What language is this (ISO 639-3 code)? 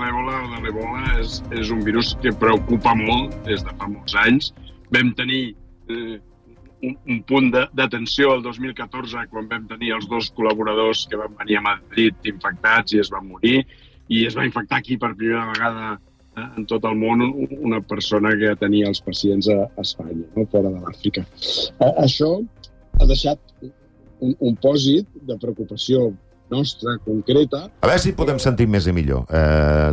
cat